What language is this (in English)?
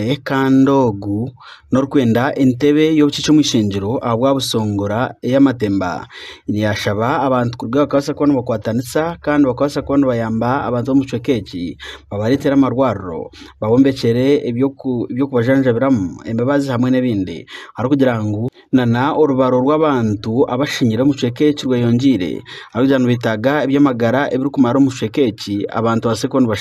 Nyankole